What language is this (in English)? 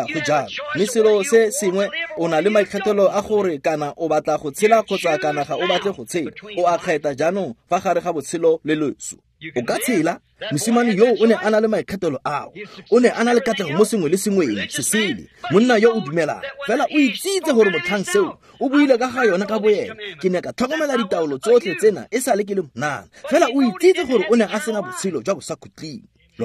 Tswana